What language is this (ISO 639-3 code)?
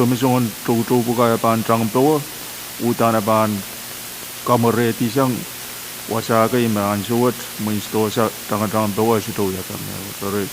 pon